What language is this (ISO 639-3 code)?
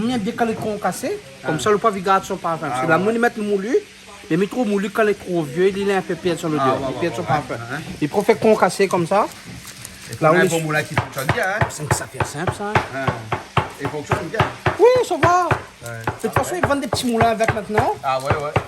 rcf